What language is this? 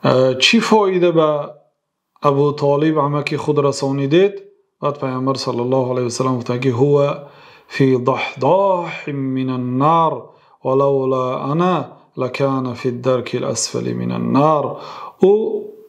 Persian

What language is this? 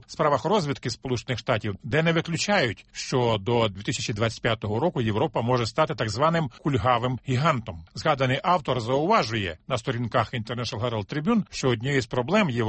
Ukrainian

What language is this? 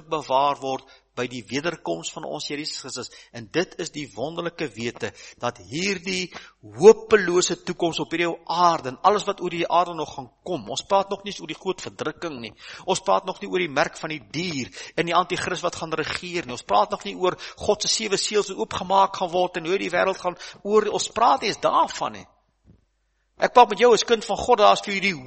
Afrikaans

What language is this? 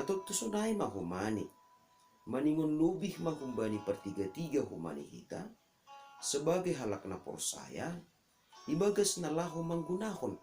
Batak Simalungun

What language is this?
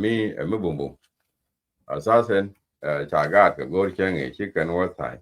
Nuer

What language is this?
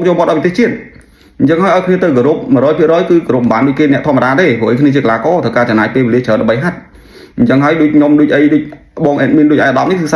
Khmer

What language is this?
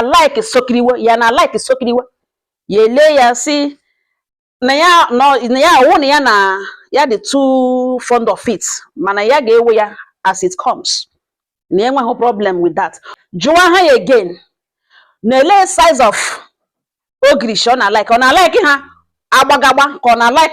Igbo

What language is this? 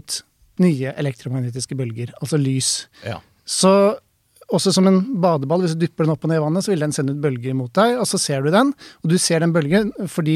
Norwegian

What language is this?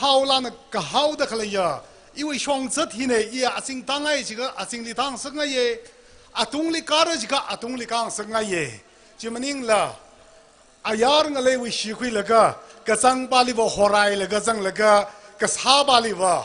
Tangkhul Naga (India)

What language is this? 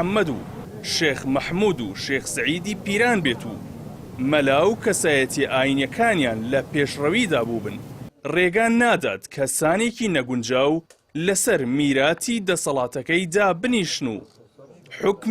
Central Kurdish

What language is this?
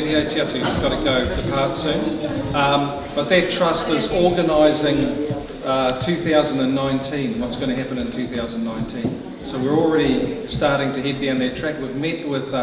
Māori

